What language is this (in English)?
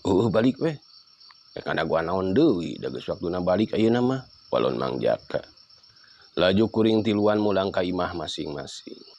Sundanese